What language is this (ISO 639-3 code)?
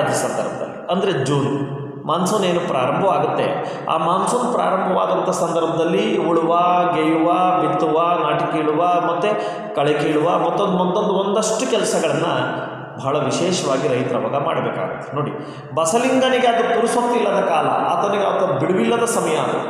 kan